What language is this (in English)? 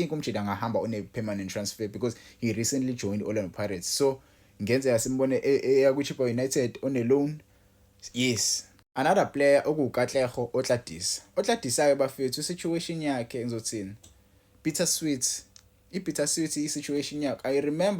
Zulu